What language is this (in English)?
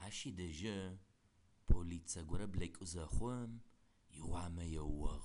Adyghe